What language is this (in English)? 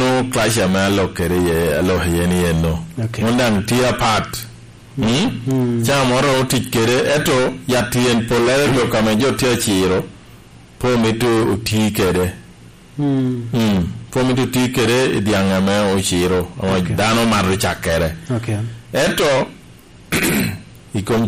Lango (Uganda)